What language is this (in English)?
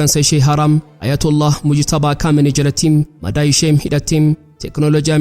Oromo